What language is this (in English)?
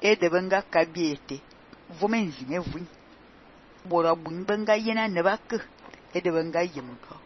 Fang